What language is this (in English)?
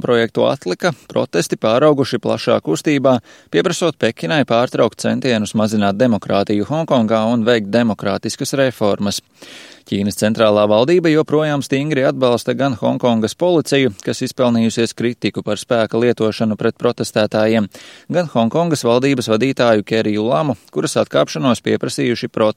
Latvian